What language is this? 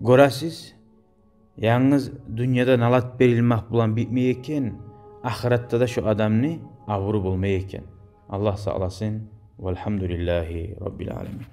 Kumyk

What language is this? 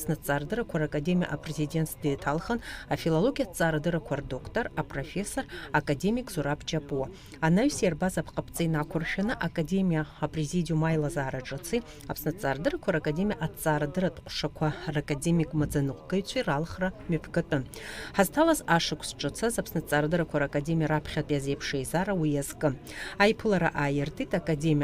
Abkhazian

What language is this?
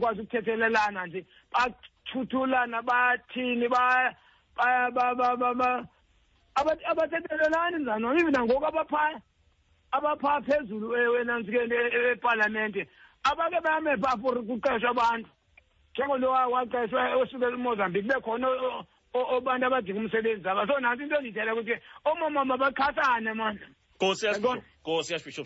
Xhosa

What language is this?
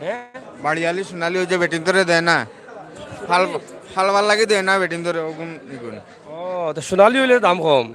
Sylheti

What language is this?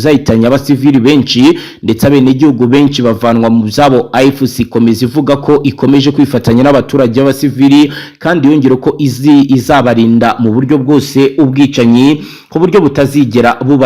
Kinyarwanda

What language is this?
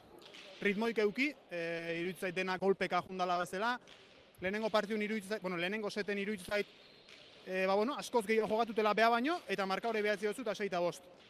Basque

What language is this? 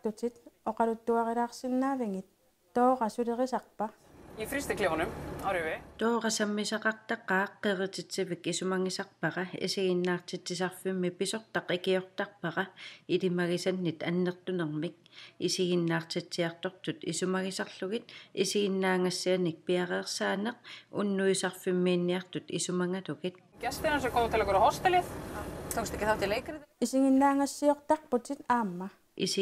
Kalaallisut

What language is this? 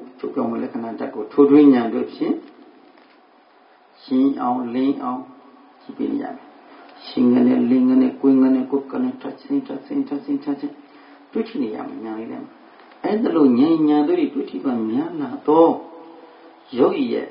Burmese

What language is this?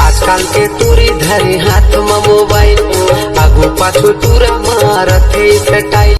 Chhattisgarhi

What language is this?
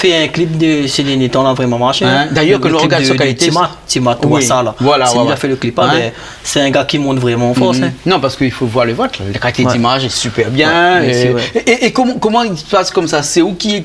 Réunion Creole French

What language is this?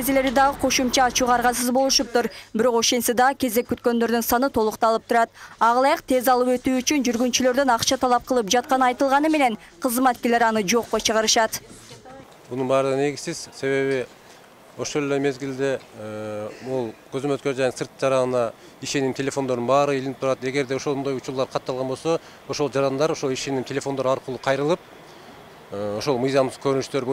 Kyrgyz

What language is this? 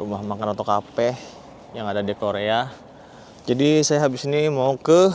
Banjar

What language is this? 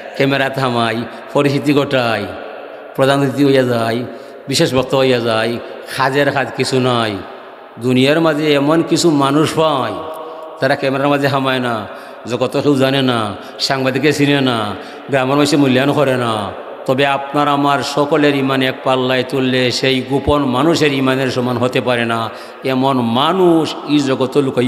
Sylheti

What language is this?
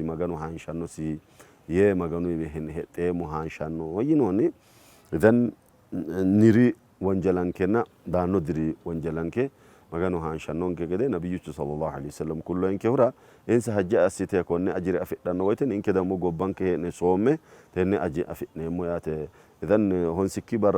Sidamo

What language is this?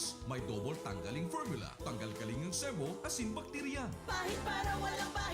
Bikol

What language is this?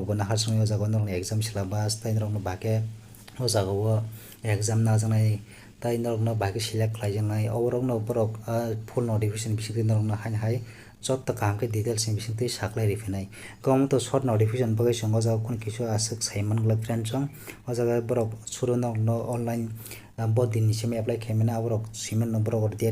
Kok Borok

